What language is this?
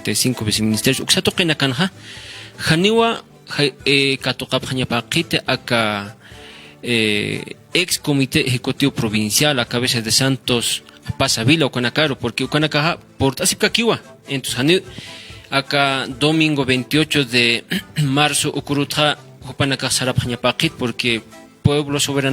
Aymara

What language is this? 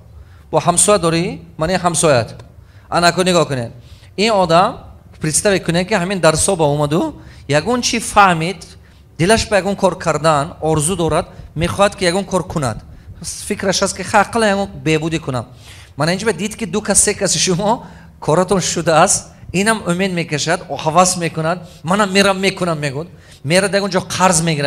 Tajik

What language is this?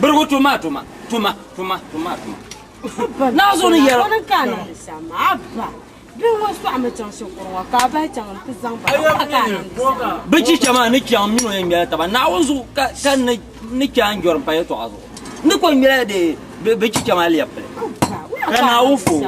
Dagbani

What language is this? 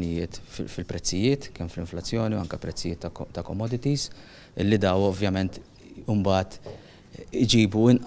Maltese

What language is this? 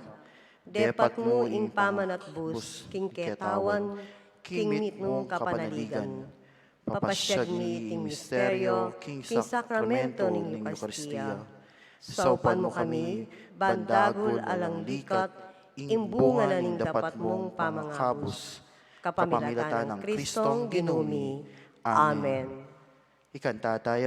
Pampanga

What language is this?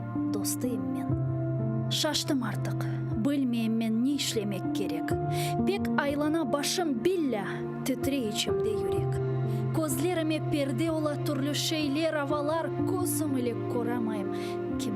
Crimean Tatar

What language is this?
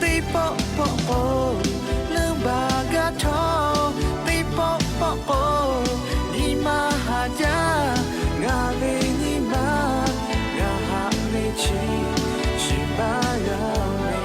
Lahu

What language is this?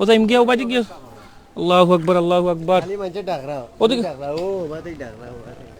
Sylheti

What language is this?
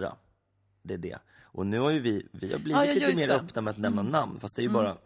Swedish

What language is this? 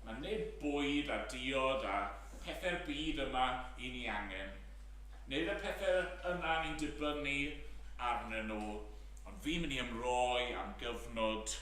Welsh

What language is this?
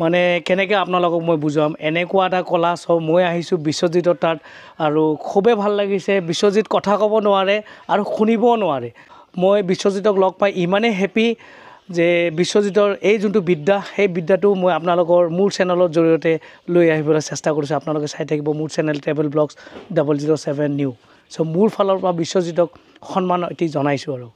Assamese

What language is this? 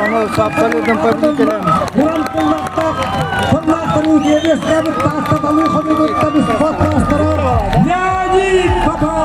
Yakut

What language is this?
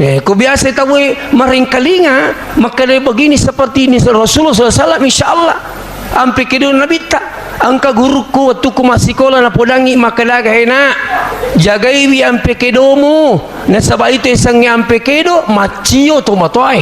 Buginese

